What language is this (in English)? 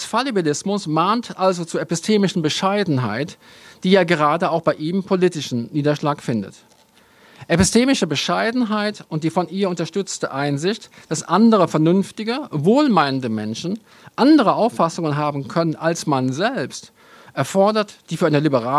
German